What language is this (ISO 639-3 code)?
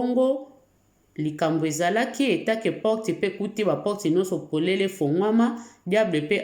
lin